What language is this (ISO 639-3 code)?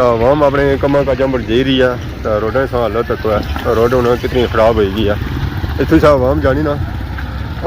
phr